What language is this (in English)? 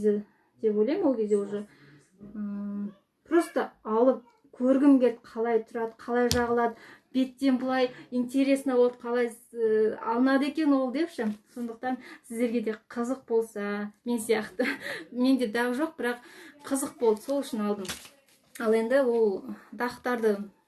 Kazakh